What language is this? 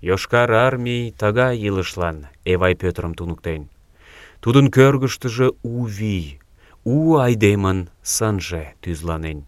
Mari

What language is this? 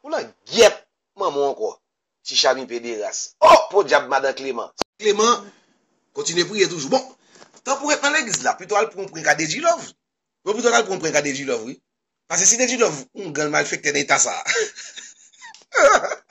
Haitian Creole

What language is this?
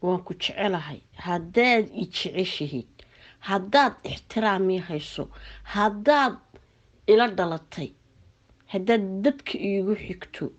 Somali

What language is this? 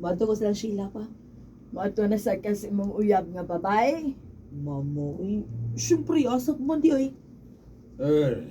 Cebuano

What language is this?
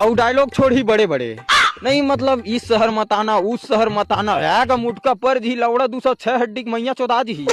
Chhattisgarhi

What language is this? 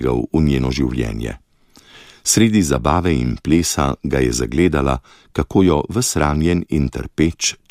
Slovenian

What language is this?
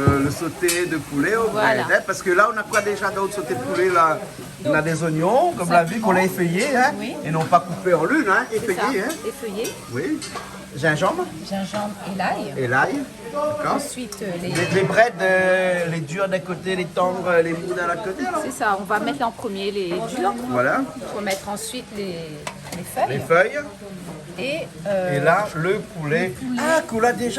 Réunion Creole French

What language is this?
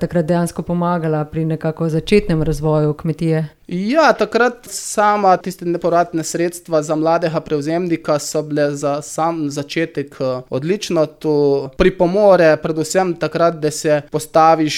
Slovenian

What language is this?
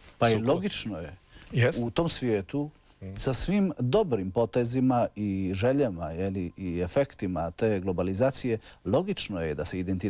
Croatian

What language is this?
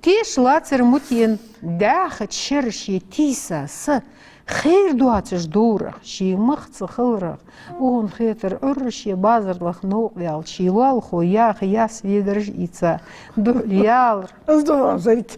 Ingush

